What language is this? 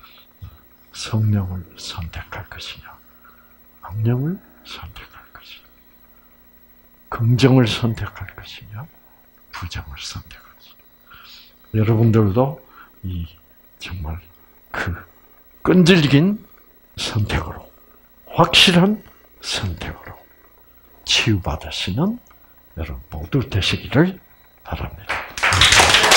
Korean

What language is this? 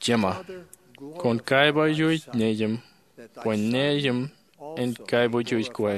Marshallese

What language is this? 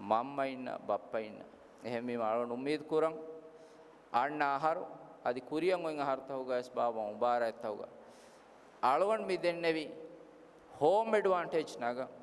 Divehi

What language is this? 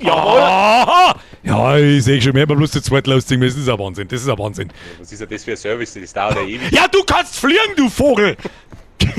Bavarian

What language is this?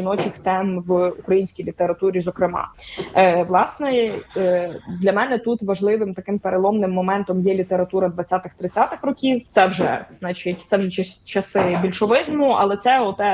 Ukrainian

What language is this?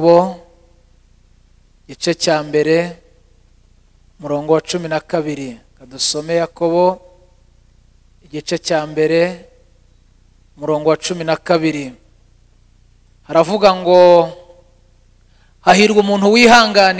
Kinyarwanda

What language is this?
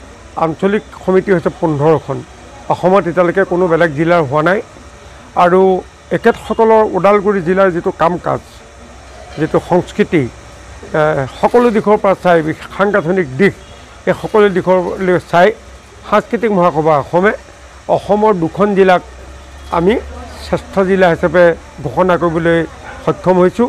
Assamese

